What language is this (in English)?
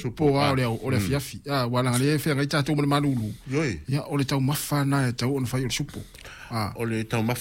Samoan